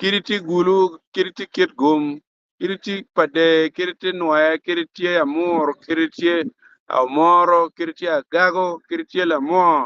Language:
Acoli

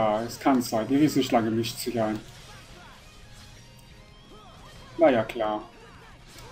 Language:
German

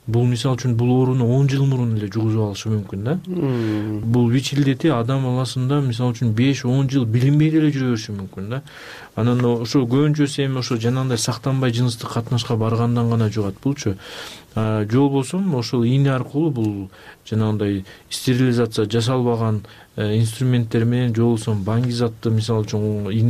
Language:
Kyrgyz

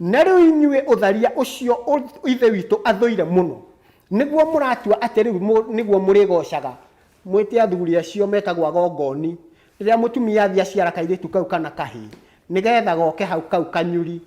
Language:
Kikuyu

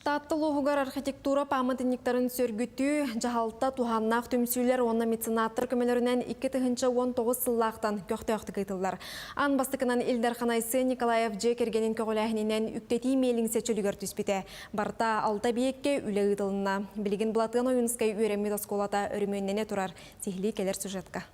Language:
Yakut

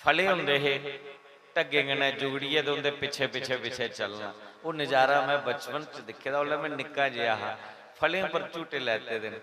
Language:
Dogri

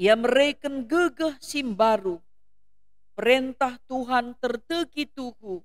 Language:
Batak Karo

